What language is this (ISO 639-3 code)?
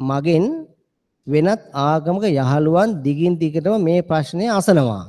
sin